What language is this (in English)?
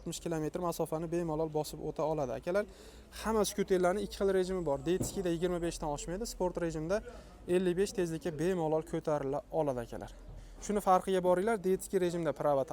Uzbek